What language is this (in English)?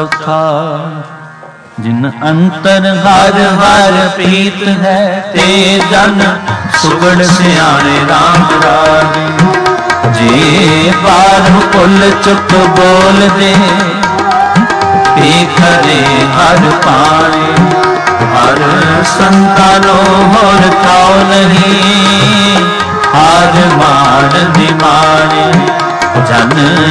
Punjabi